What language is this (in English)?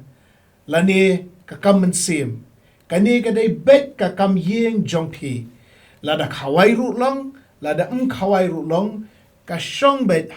Khasi